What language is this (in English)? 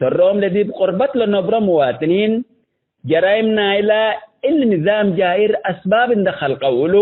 Tigre